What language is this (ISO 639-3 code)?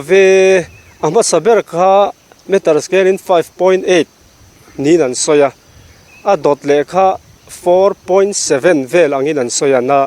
lus